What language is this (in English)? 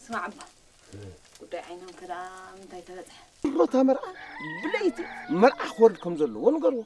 Tigrinya